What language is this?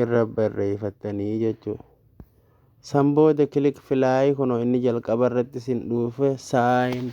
Oromo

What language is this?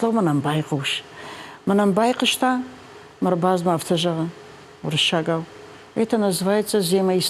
Ossetic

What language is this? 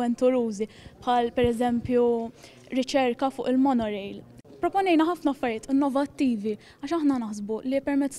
Maltese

